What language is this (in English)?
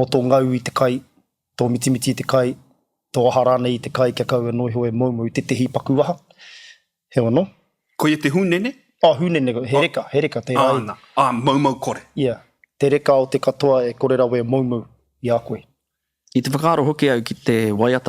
Māori